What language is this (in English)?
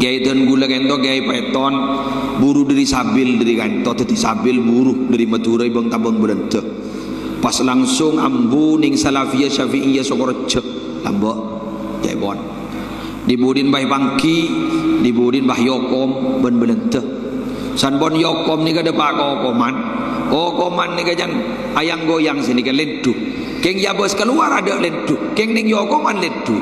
Madurese